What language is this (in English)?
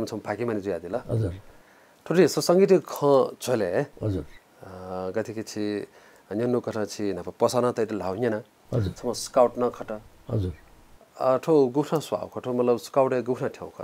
Newari